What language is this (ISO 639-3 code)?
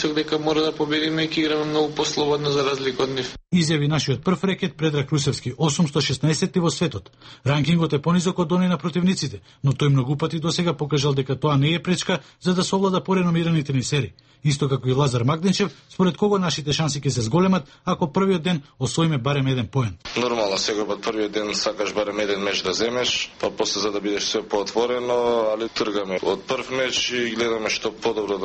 mkd